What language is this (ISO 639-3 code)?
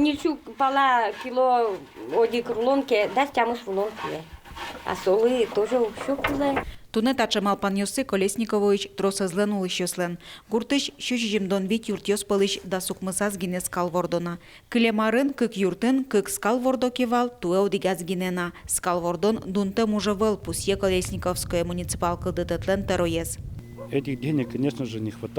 udm